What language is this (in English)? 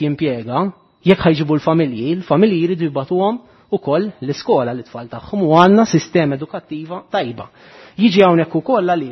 Maltese